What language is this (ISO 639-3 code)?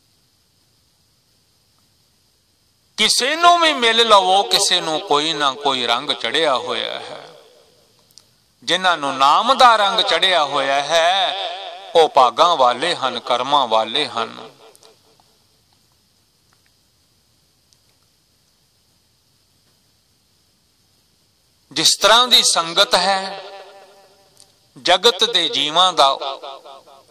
pan